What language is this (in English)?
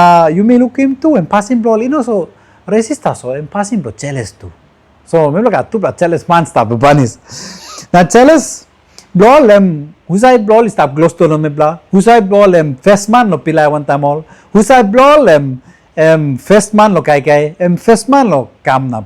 Tok Pisin